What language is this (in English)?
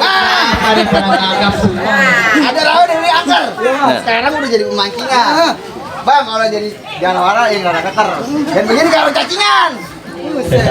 Betawi